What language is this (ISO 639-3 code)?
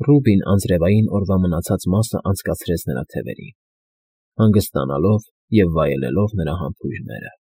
hye